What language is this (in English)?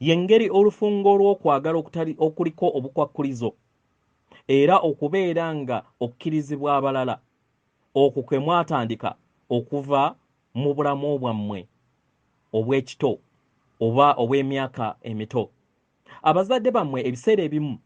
Ganda